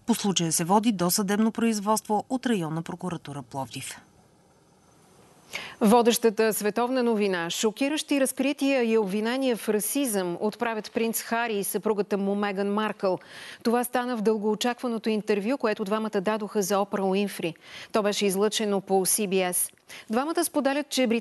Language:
Bulgarian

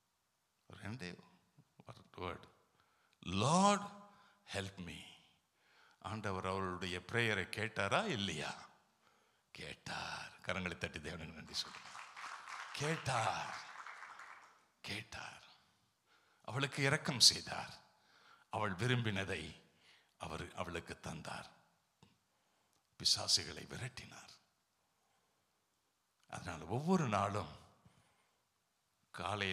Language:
Tamil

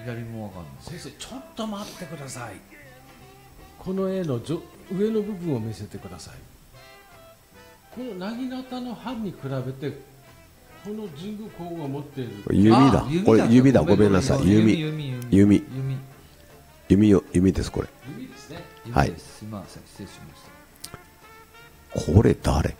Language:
Japanese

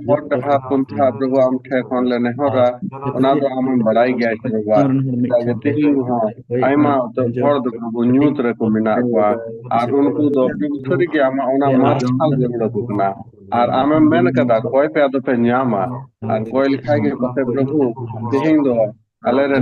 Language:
Santali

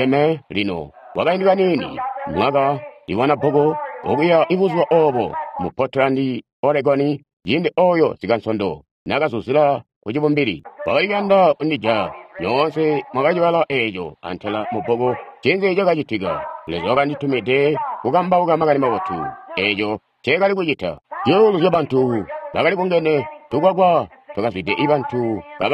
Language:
Tonga (Zambia)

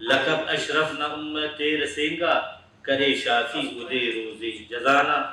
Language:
Brahui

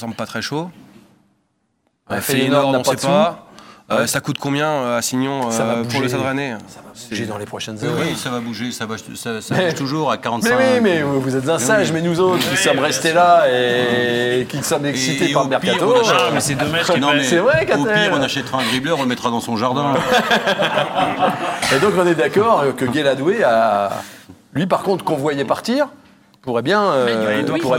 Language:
French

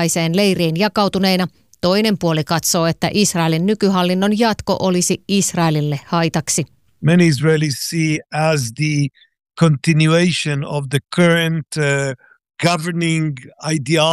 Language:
Finnish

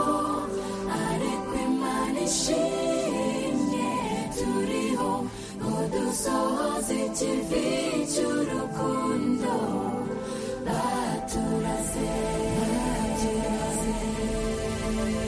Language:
Kinyarwanda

